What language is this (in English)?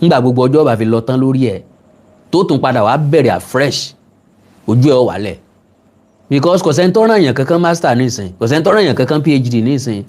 Yoruba